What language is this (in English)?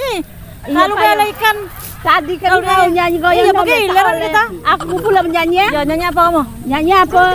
Musi